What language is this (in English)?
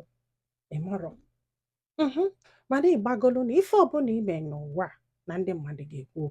Igbo